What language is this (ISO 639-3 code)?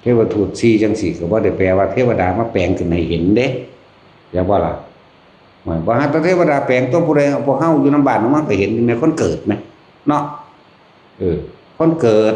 tts